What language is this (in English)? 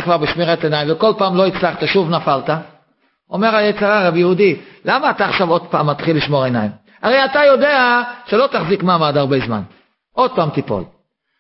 Hebrew